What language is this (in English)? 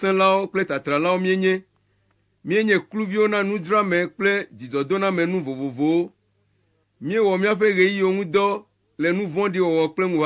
Ewe